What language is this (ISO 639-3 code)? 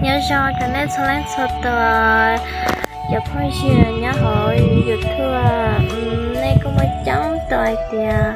hmn